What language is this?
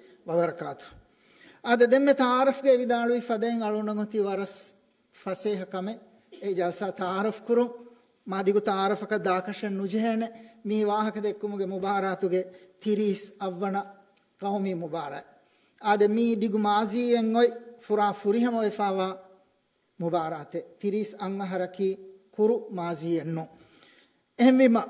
Divehi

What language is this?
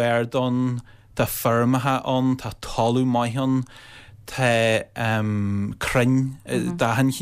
Irish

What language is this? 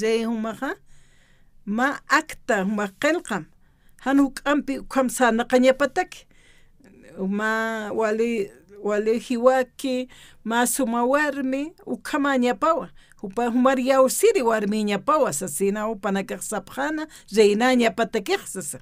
Aymara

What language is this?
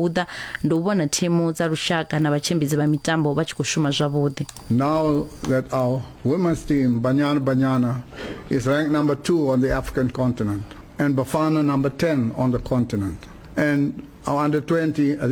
Venda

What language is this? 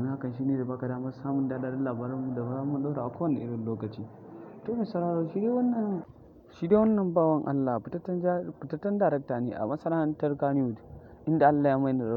Hausa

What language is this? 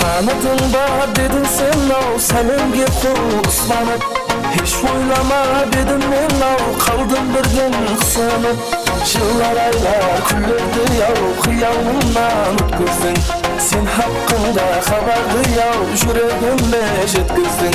Kara-Kalpak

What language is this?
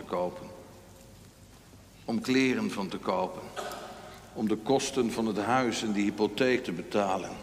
Dutch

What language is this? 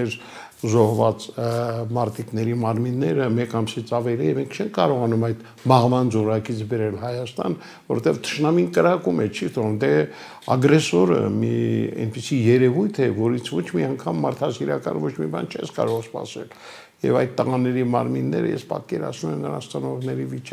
Armenian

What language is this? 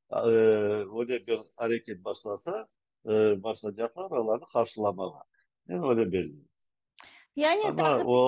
Crimean Tatar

